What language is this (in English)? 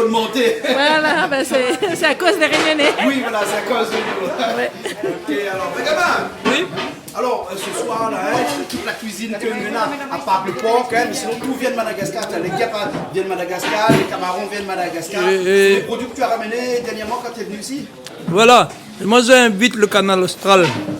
Réunion Creole French